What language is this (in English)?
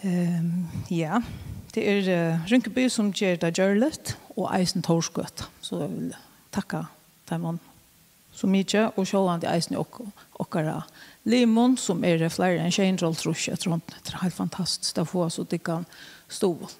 Faroese